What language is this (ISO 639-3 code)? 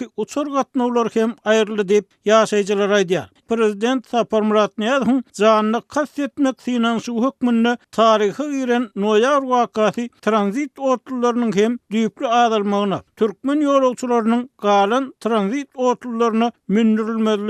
tuk